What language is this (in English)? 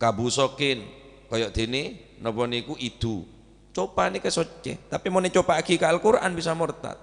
Madurese